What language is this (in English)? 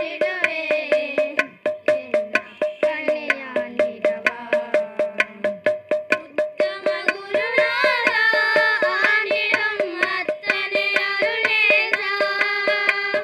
Tamil